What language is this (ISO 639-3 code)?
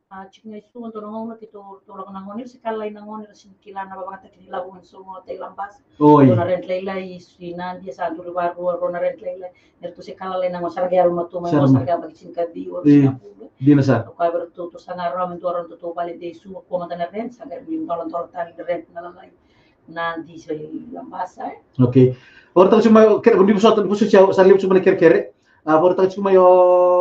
fij